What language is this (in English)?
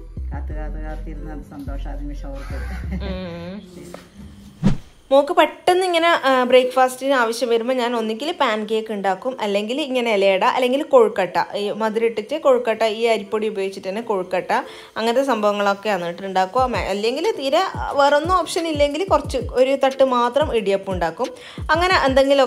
Malayalam